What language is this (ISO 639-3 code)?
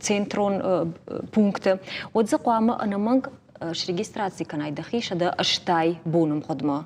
oss